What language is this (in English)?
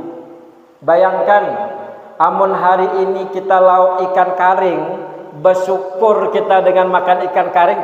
Banjar